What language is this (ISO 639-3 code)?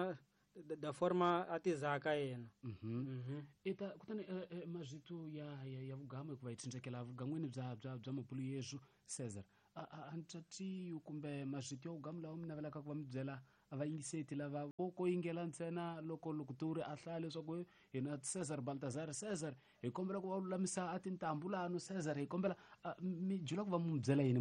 tso